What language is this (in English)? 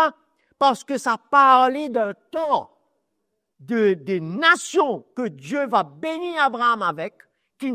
Morisyen